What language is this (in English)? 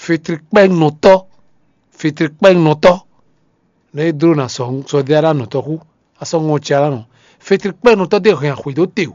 Fon